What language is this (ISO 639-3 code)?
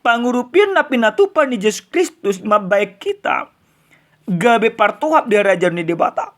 bbc